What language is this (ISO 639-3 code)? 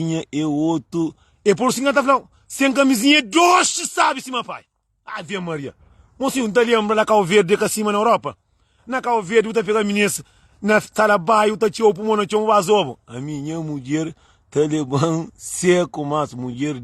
kea